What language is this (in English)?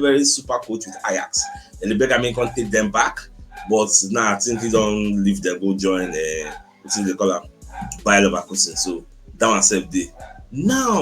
Nigerian Pidgin